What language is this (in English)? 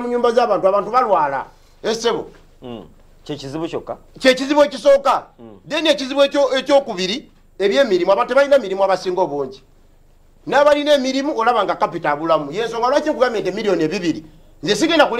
Ganda